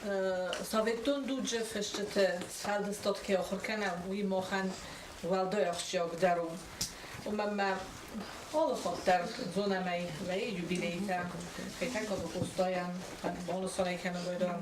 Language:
Ossetic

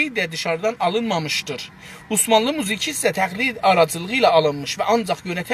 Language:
South Azerbaijani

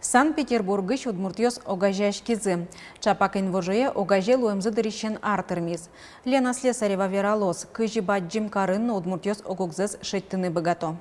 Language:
Udmurt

